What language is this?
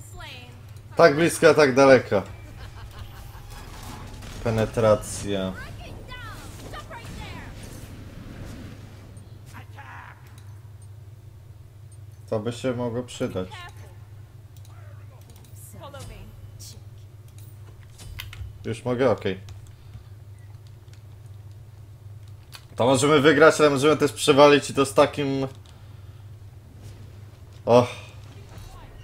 Polish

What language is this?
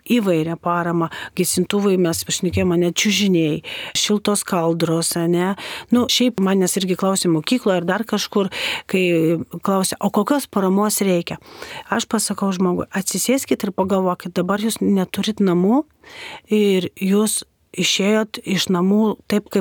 Lithuanian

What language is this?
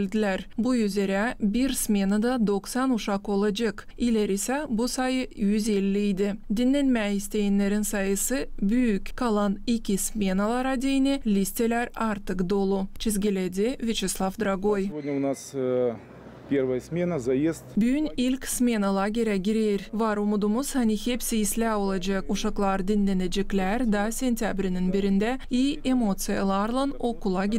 Gagauz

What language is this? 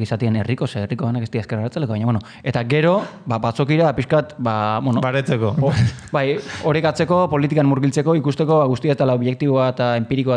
Basque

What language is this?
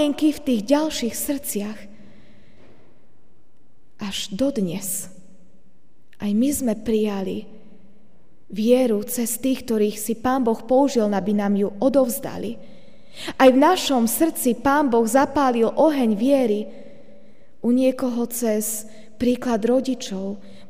Slovak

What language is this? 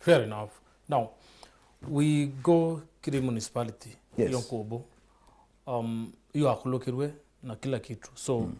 Meru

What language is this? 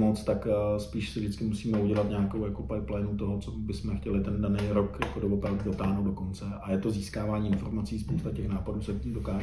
Czech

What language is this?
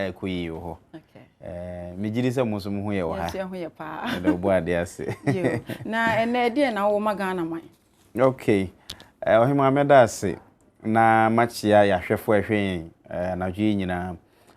Akan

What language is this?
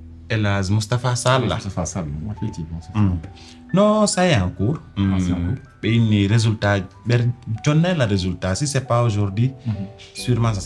Pular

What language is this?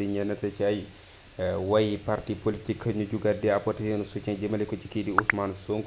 Wolof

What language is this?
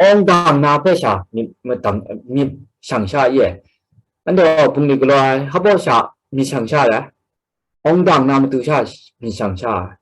Kachin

